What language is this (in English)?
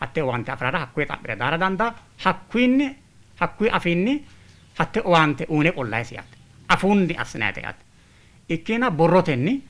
Sidamo